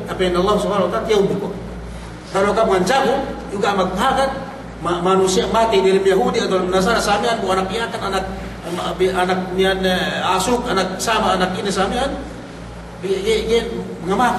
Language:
Yakan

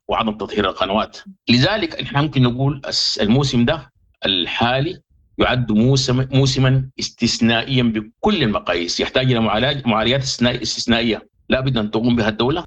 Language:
Sudanese Arabic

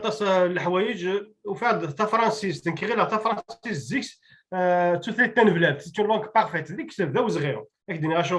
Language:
Kabyle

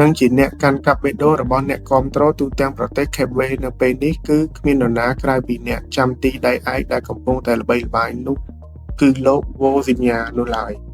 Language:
Khmer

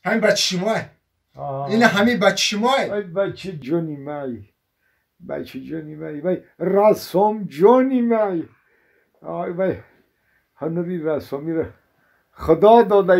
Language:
Tajik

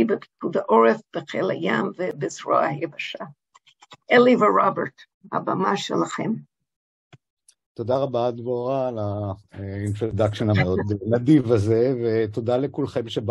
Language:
Hebrew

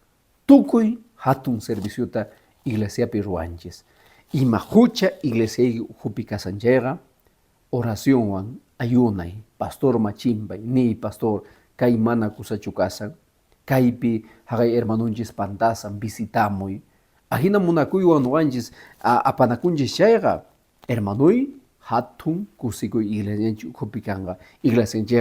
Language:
Quechua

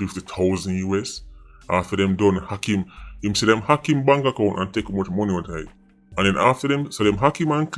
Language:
Jamaican Creole English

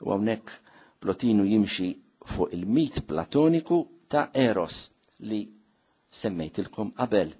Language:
Maltese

